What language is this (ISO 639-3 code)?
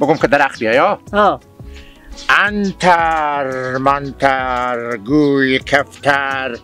fas